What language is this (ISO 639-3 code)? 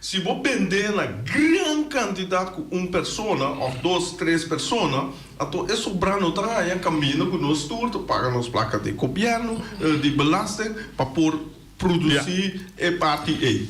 pap